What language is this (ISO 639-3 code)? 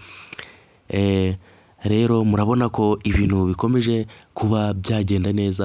kin